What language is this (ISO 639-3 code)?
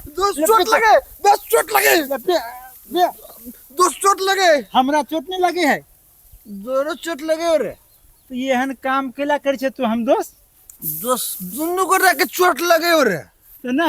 mai